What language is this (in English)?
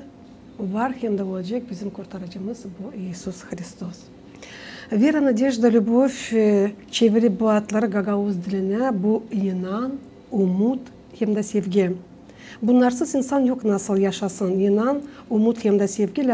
Gagauz